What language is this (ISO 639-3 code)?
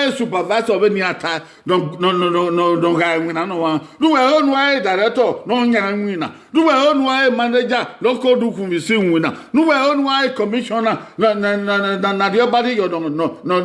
bin